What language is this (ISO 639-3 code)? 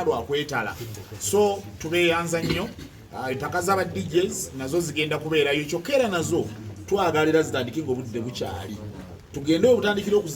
lug